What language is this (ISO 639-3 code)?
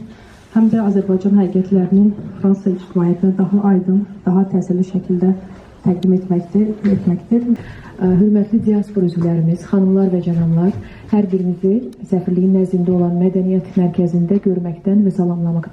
aze